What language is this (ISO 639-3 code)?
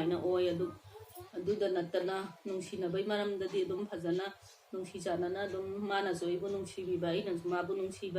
mni